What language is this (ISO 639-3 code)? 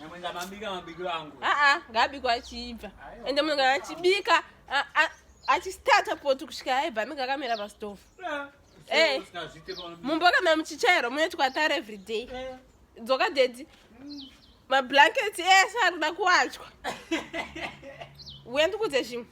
sna